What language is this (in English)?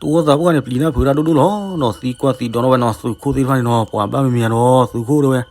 S'gaw Karen